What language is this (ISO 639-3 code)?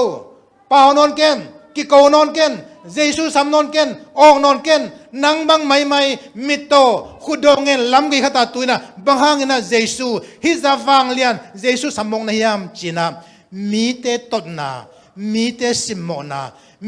ctd